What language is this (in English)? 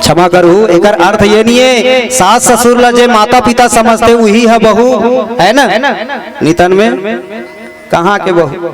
Chhattisgarhi